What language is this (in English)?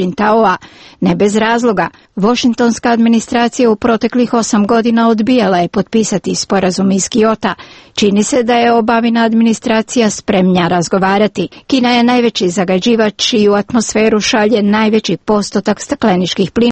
Croatian